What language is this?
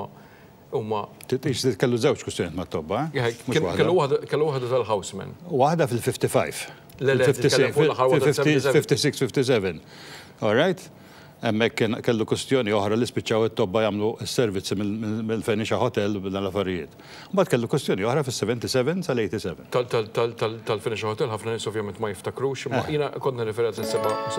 Maltese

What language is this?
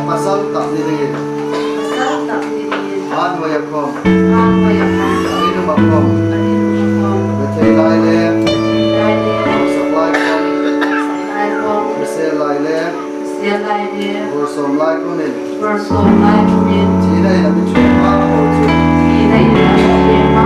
Hmar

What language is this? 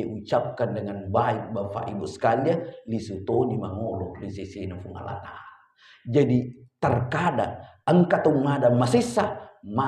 Buginese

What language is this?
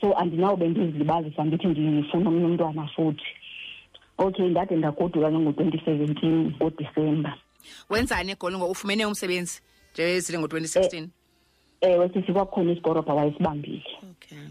Xhosa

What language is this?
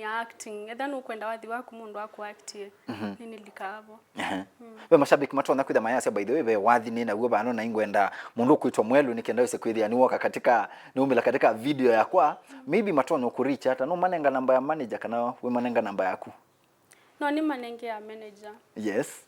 Kamba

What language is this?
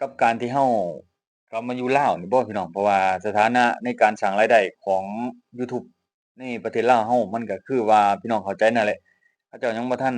Lao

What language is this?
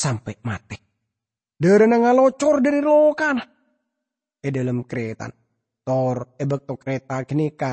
Madurese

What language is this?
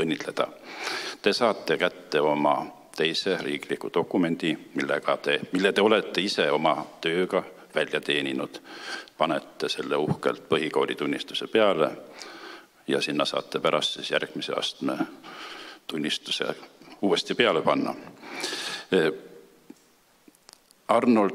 Estonian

